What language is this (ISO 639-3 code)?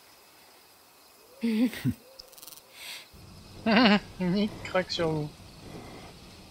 fra